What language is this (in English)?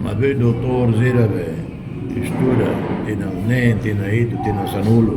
Tetum